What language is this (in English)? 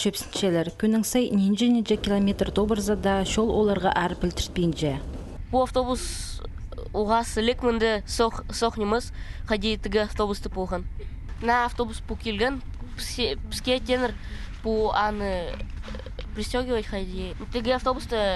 Khakas